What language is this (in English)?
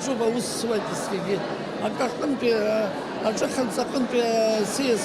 Abkhazian